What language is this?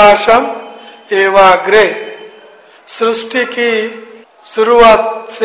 Hindi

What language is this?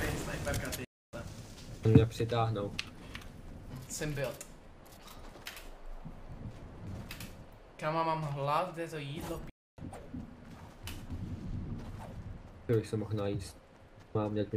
Czech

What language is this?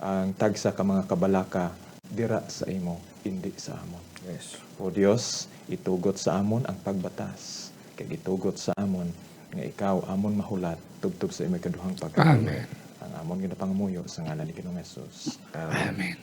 Hiligaynon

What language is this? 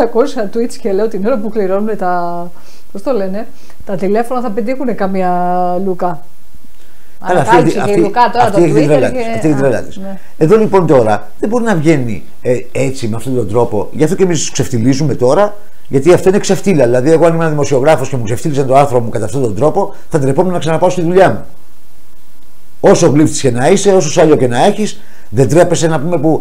Greek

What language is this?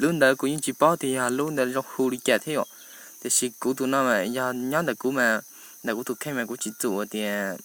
Hmong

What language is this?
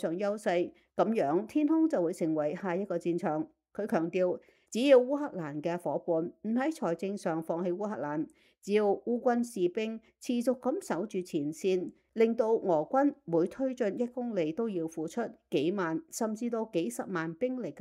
Cantonese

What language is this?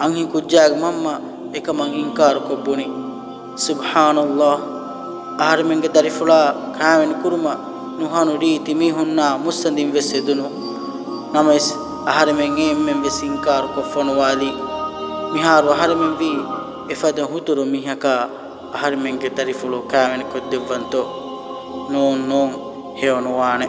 Divehi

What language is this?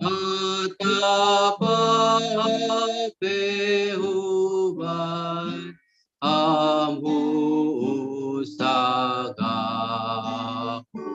Batak Simalungun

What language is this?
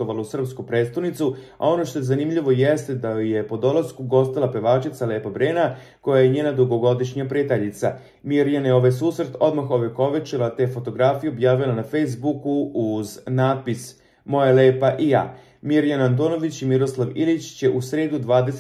Serbian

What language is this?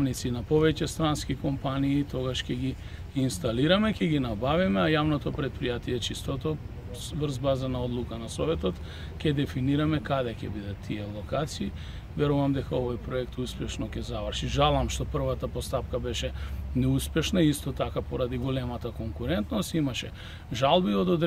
Macedonian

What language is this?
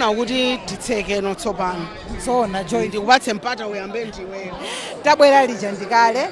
Nyanja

